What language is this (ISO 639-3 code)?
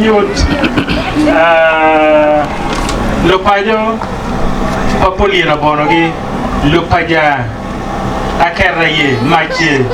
ach